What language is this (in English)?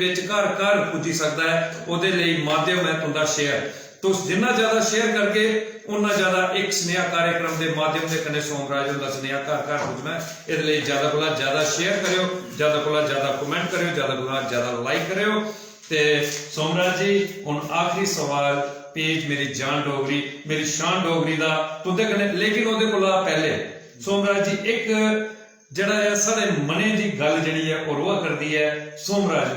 Dogri